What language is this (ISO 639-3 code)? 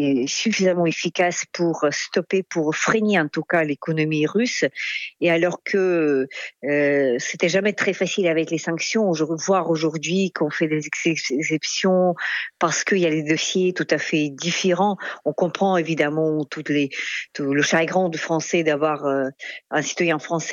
fra